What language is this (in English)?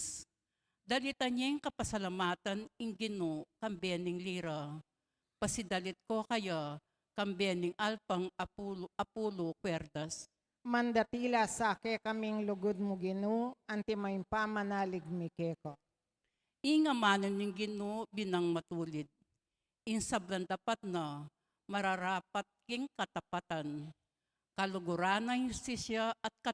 Pampanga